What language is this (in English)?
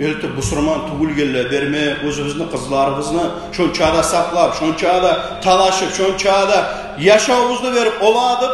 Kumyk